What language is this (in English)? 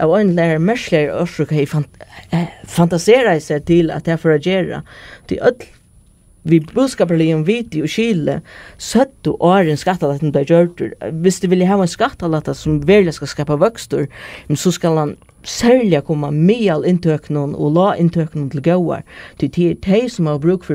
Faroese